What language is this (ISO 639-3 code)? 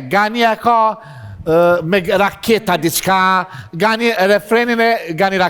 sqi